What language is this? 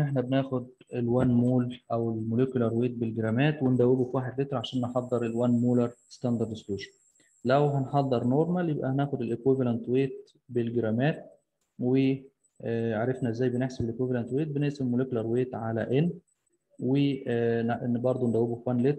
Egyptian Arabic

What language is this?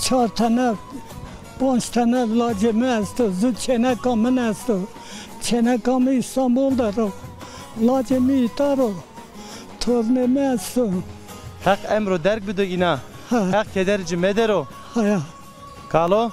Zaza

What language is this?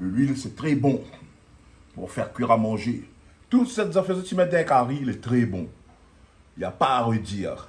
Réunion Creole French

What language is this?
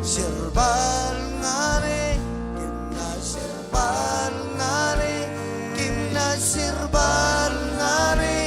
Marshallese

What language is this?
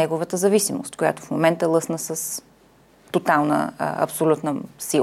Bulgarian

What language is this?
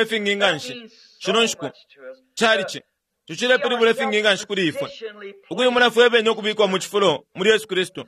Bemba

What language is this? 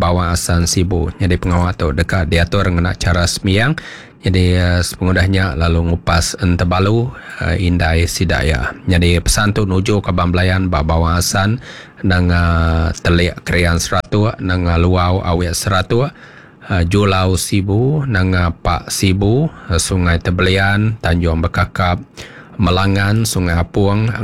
Iban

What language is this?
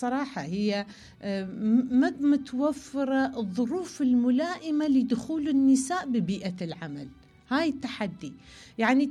Mesopotamian Arabic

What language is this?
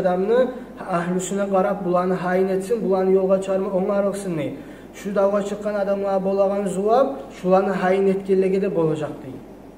Kumyk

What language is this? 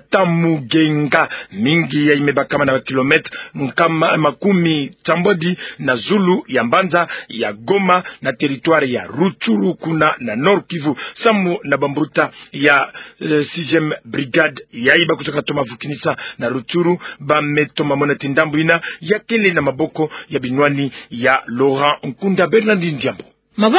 Kituba (Democratic Republic of Congo)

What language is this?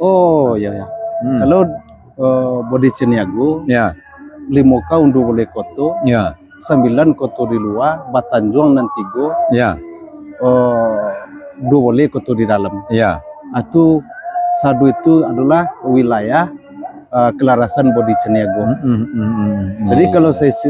Minangkabau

